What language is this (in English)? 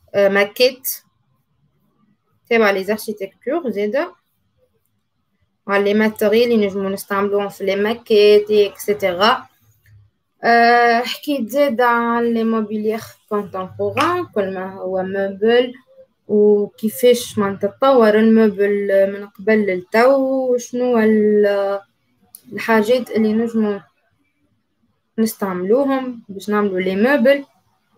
Tunisian Arabic